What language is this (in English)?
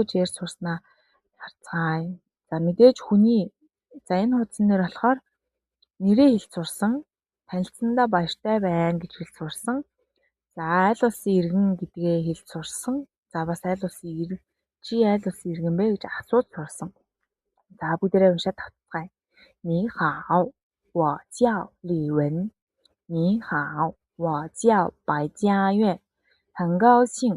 Mongolian